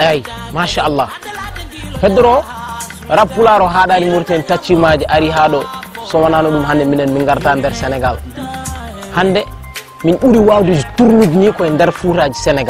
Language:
Fula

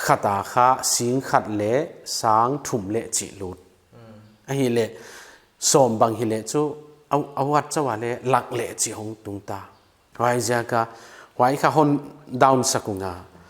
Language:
Paite Chin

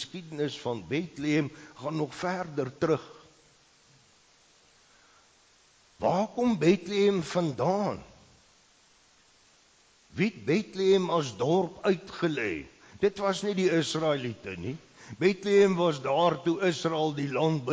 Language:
Afrikaans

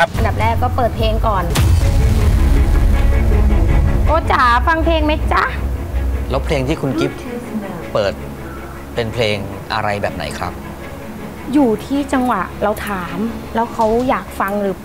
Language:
Thai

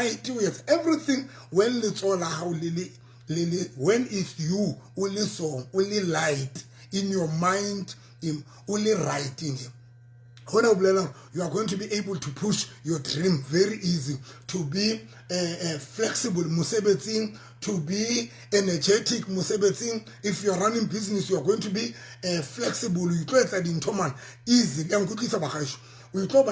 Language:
Southern Sotho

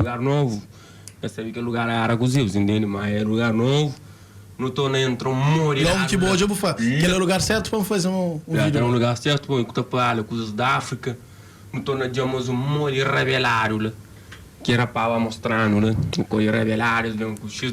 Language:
Kabuverdianu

